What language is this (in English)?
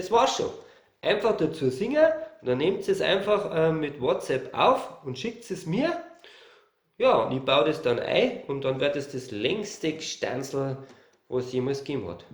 Bavarian